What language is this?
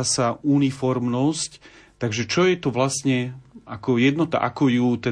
Slovak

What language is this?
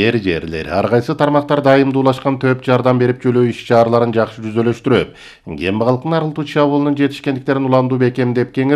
Kyrgyz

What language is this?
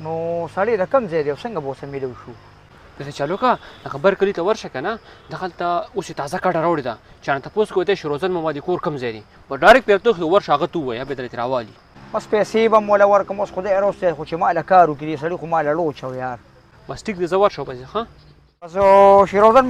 Pashto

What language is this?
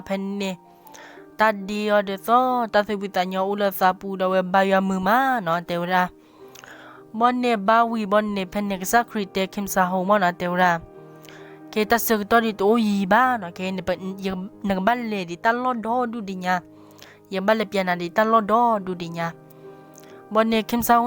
S'gaw Karen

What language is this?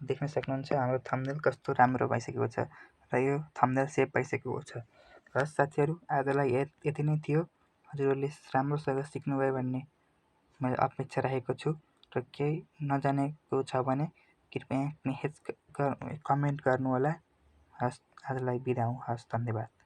Nepali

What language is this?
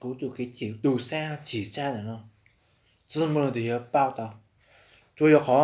Hmong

